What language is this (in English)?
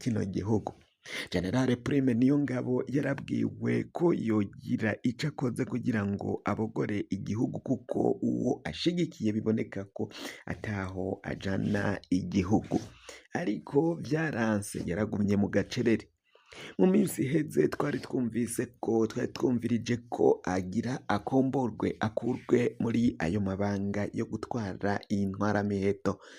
Rundi